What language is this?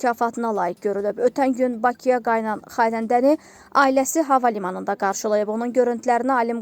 Azerbaijani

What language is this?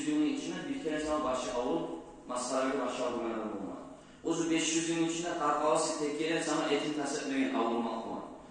Kumyk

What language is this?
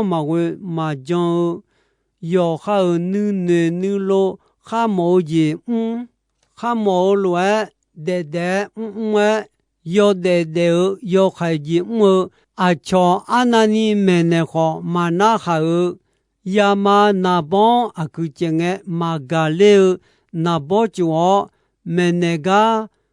Akha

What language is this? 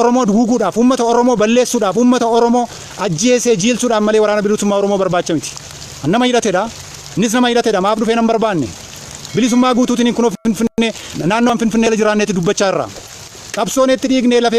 Oromo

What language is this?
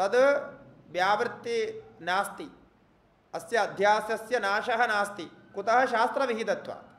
Sanskrit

